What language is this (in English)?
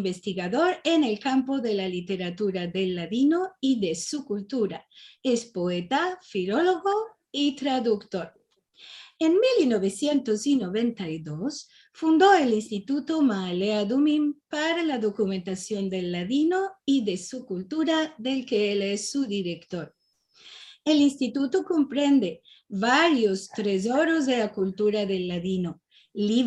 Ladino